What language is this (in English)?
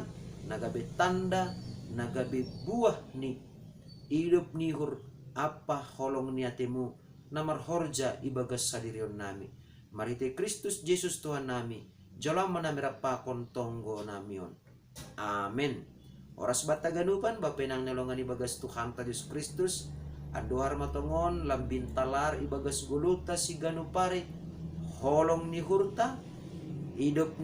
Batak Simalungun